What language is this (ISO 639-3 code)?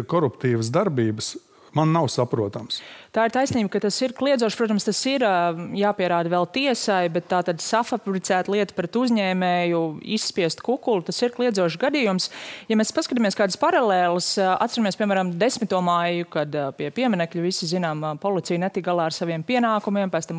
lav